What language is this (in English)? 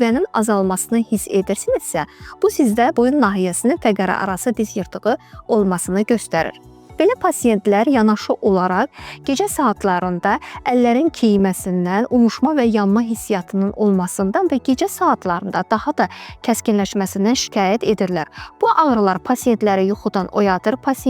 Azerbaijani